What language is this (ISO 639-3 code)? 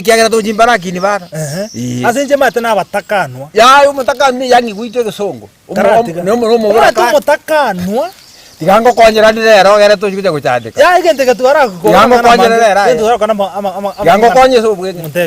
guz